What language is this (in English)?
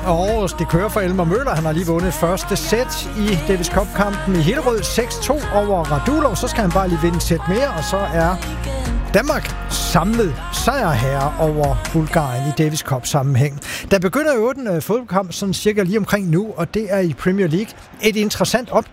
Danish